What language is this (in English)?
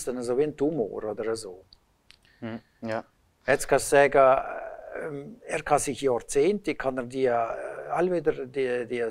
Swiss German